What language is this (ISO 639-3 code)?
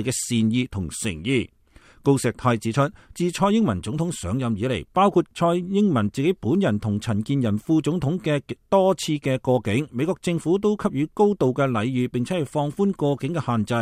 yue